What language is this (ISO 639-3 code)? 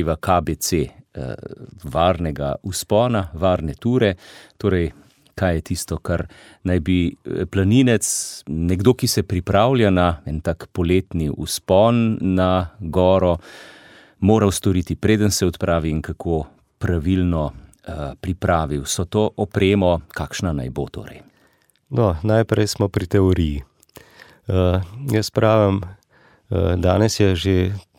slv